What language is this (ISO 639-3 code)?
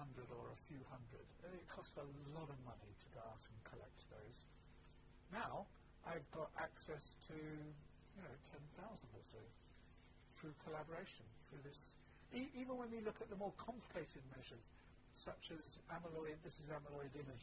eng